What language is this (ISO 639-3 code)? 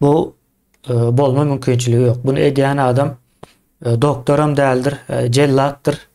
tuk